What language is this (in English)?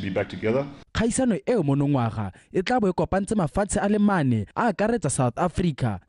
Tswana